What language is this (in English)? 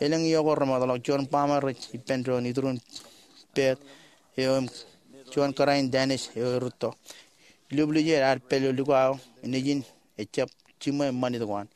Marshallese